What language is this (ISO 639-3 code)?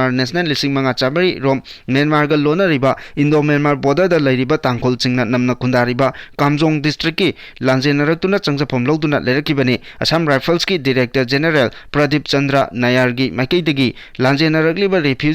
mni